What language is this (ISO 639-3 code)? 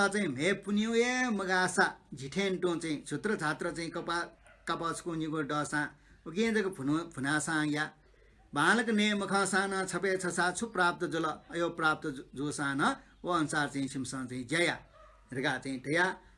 new